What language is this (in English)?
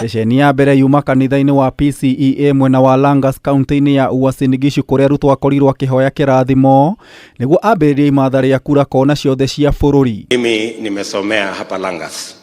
Kikuyu